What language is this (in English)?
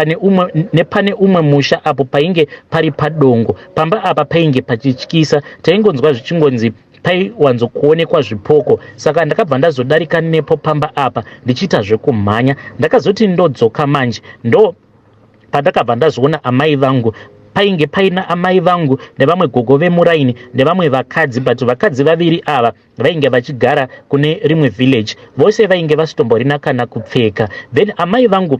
Shona